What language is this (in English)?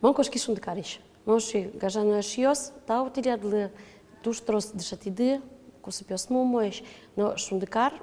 Udmurt